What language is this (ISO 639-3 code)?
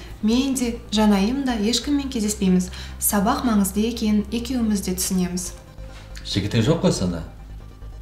kaz